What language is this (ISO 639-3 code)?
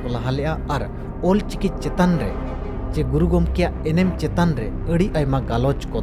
sat